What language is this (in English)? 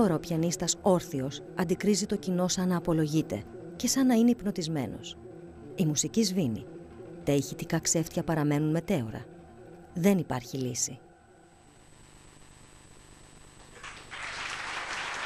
Greek